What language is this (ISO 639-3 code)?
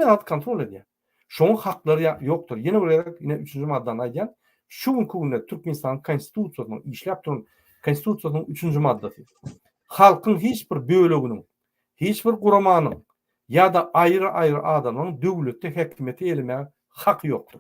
tuk